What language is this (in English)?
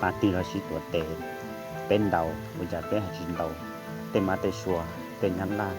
Hmong